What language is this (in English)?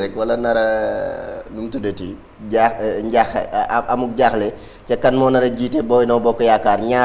Wolof